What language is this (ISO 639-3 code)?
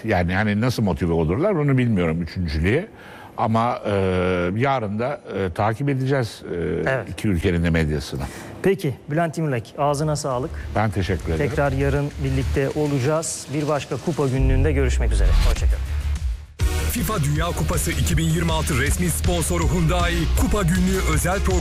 tur